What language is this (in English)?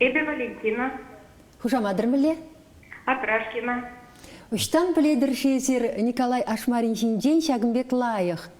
Chuvash